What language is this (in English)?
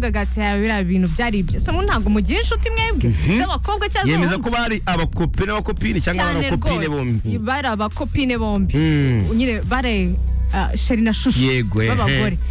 Kinyarwanda